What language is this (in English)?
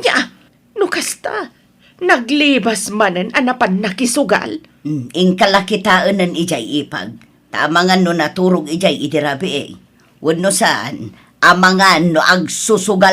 Iloko